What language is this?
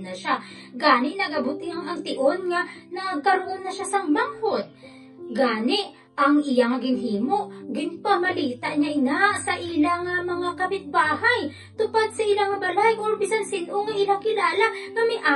Hiligaynon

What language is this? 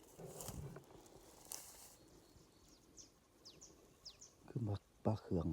Northeastern Thai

